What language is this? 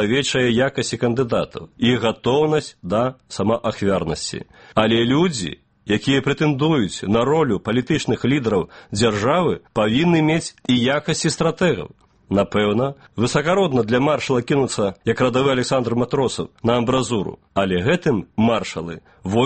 Belarusian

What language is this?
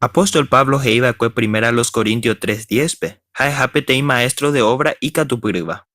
Guarani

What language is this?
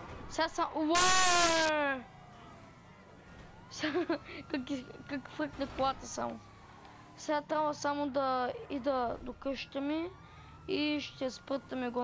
Bulgarian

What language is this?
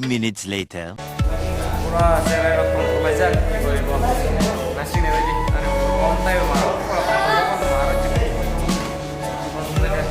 Kok Borok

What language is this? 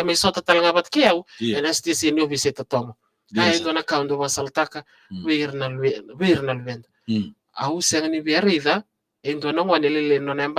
Fijian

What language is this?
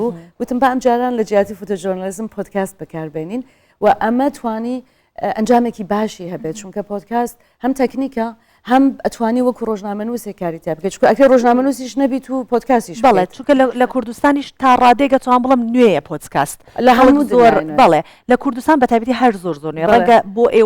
Central Kurdish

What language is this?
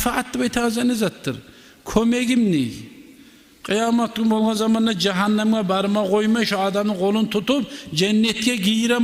Kumyk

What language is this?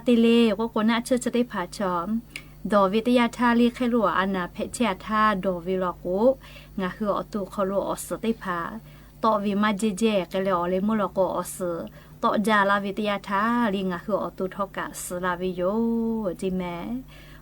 Lahu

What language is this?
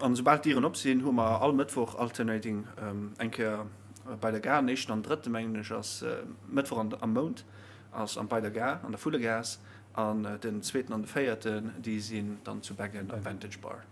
Luxembourgish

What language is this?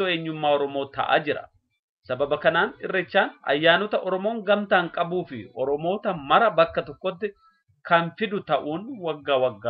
Oromo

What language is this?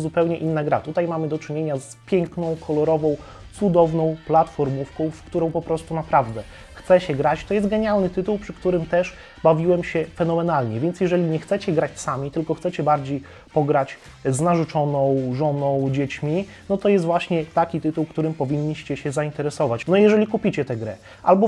Polish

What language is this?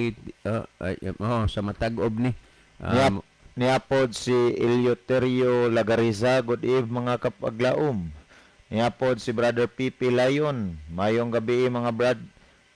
Cebuano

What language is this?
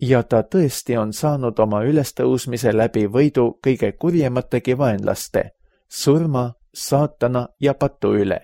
Estonian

